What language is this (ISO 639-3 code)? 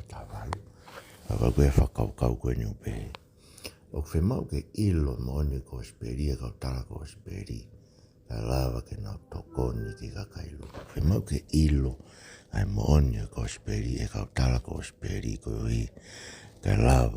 ton